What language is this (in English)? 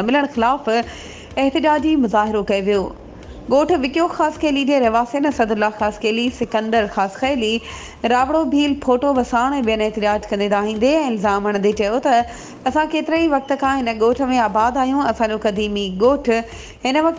Sindhi